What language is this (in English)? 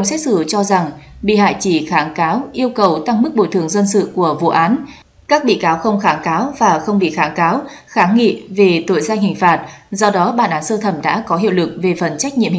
Vietnamese